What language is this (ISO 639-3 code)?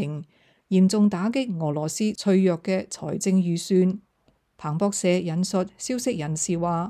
yue